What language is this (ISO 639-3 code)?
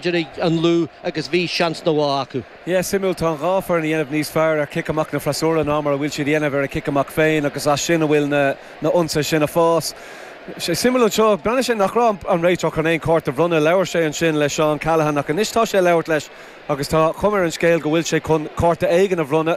gle